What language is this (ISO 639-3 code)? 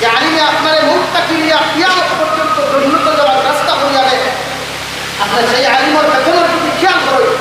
syl